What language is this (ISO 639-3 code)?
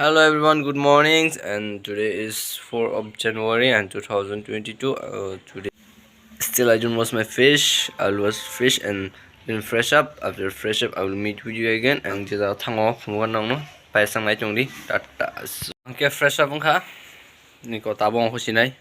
trp